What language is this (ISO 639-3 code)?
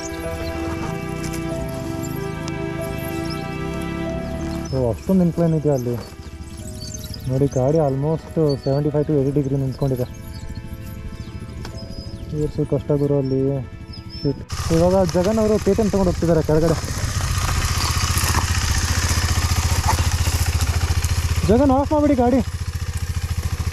kan